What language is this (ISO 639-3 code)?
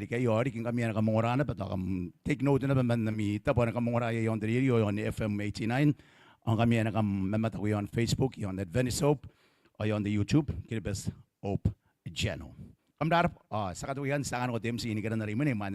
gil